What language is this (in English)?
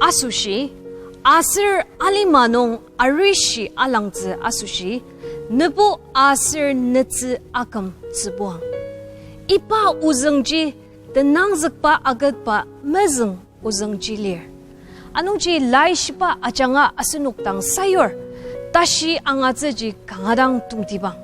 Ao Naga